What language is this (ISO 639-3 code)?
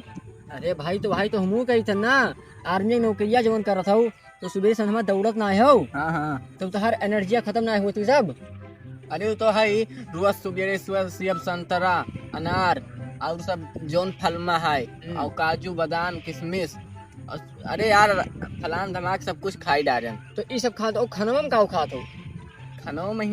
awa